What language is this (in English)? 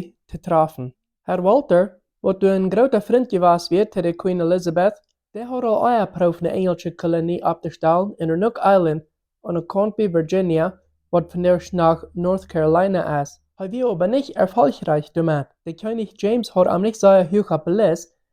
Plautdietsch